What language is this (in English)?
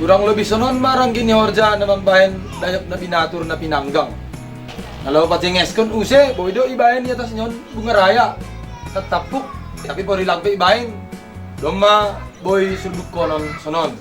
Batak Simalungun